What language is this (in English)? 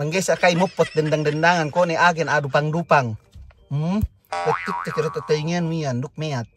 Yakan